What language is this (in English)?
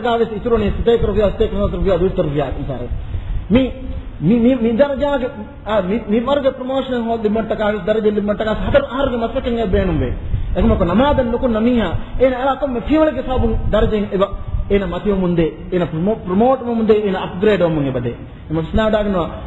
Divehi